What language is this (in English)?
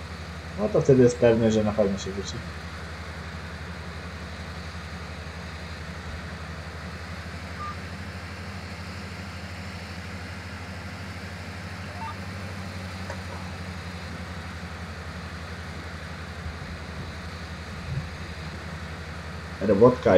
Polish